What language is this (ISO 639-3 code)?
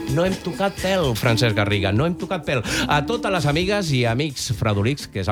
cat